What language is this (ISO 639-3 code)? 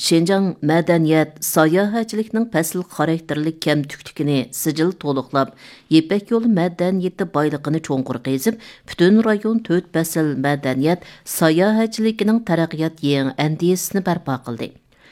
uig